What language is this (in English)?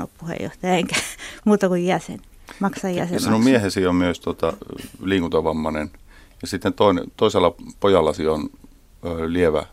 Finnish